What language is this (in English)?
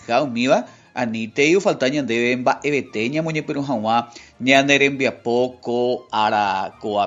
Guarani